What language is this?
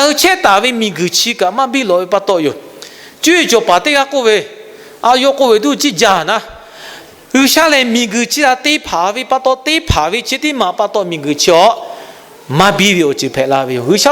Lahu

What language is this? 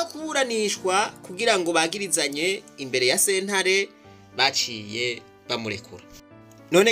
Rundi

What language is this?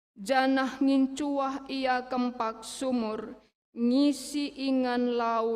Batak Karo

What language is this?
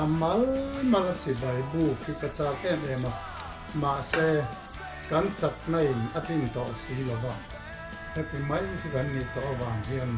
Mizo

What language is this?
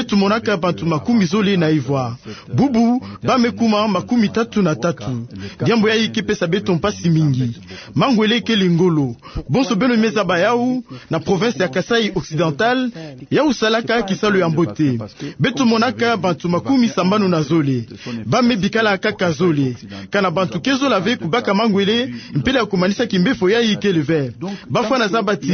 Kituba (Democratic Republic of Congo)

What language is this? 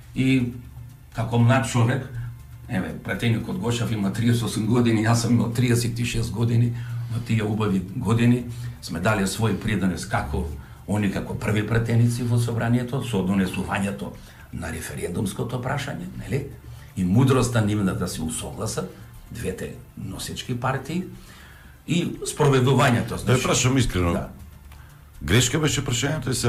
Macedonian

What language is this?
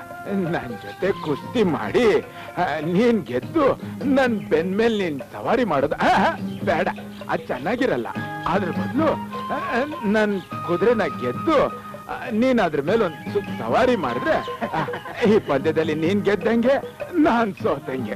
Kannada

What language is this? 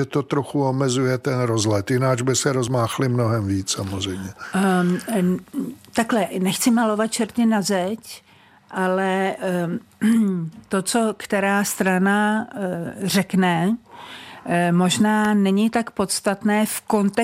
Czech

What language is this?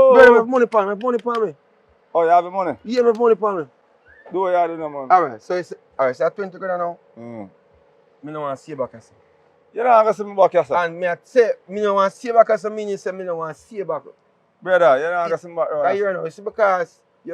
Jamaican Creole English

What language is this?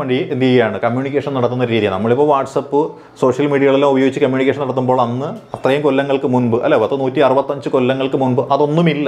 Malayalam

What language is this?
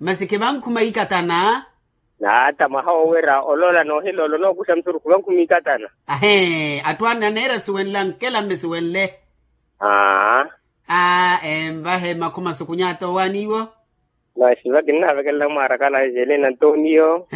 Makhuwa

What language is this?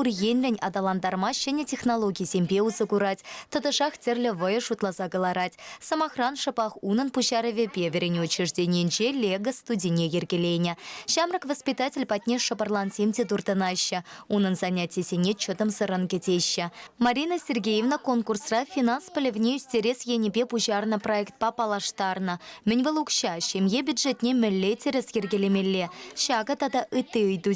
Chuvash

